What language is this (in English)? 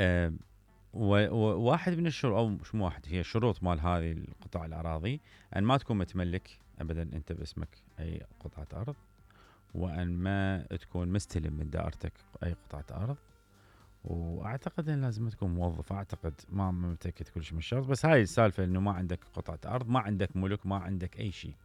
Mesopotamian Arabic